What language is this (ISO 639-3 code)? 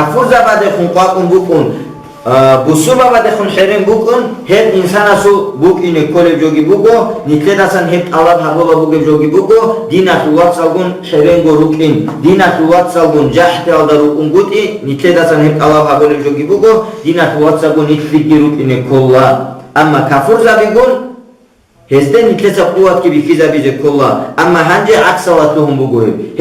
ava